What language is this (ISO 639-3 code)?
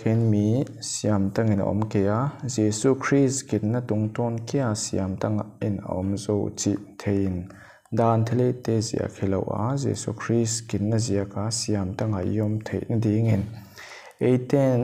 pck